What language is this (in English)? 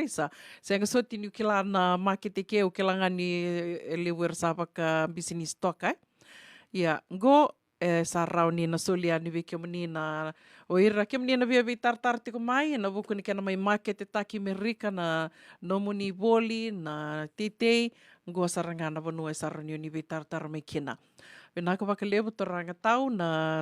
Fijian